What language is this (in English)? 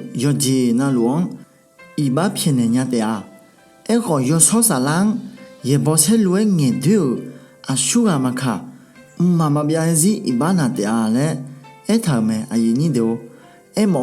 Akha